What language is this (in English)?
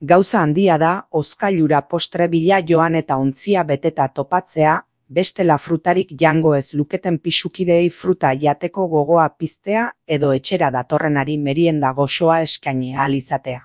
Basque